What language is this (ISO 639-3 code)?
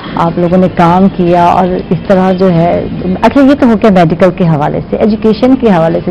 urd